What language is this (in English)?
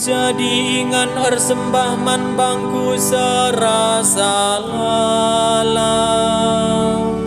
Batak Karo